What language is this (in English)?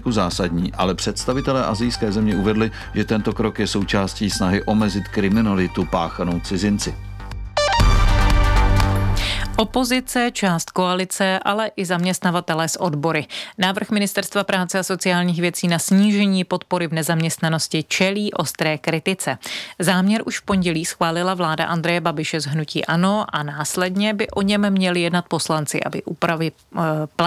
Czech